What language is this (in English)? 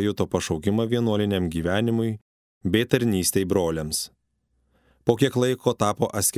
Lithuanian